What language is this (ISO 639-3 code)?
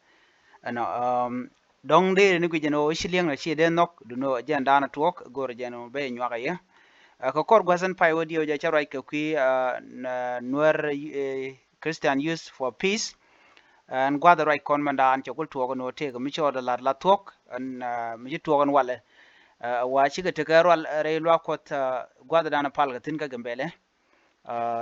nus